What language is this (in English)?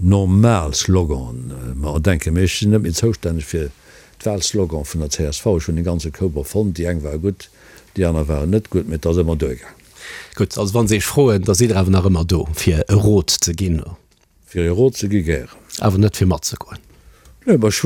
Luxembourgish